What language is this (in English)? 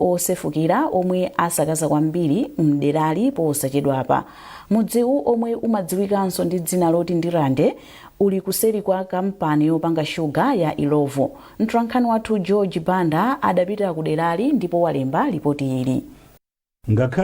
Nyanja